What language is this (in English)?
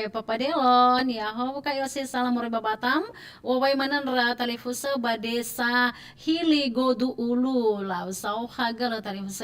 Nias